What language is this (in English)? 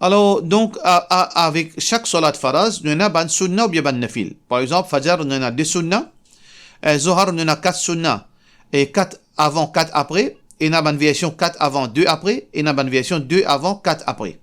Morisyen